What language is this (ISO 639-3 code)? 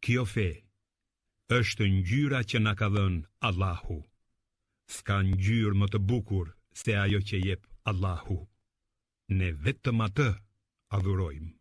sqi